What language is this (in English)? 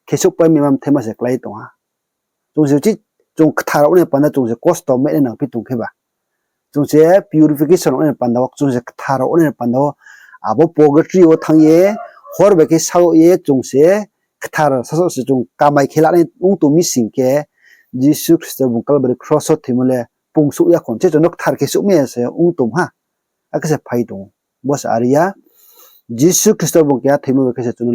Riang (India)